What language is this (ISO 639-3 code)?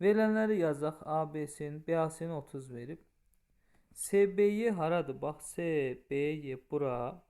aze